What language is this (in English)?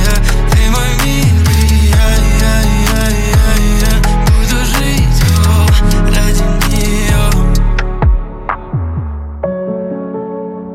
Russian